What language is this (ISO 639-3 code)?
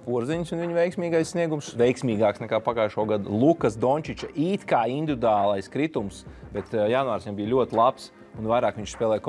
lav